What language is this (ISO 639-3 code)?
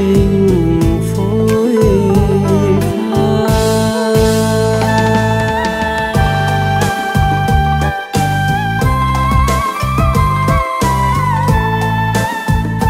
vie